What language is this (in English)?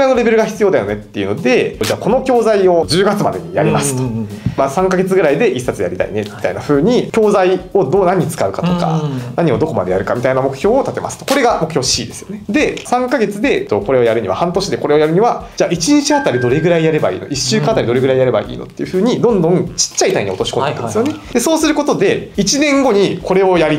Japanese